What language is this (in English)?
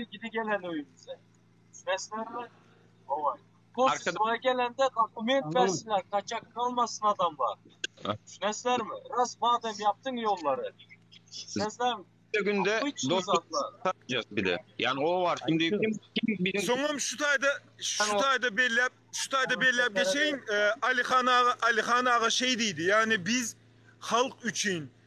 Turkmen